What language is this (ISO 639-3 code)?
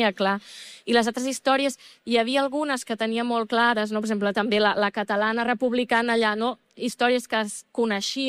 cat